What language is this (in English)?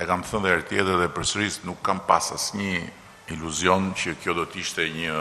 Albanian